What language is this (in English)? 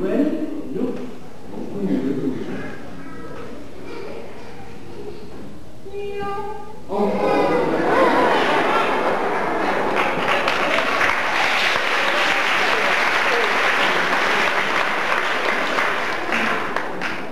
English